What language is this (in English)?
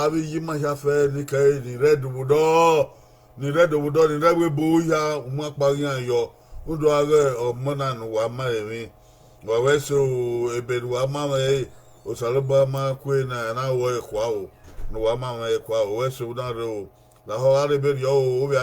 Bini